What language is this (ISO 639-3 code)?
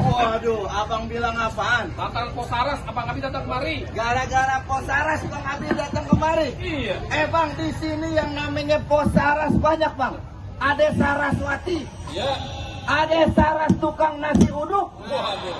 bew